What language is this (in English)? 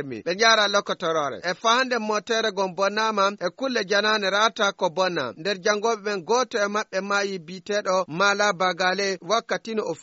Fula